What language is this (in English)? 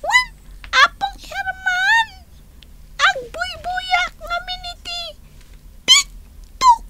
Iloko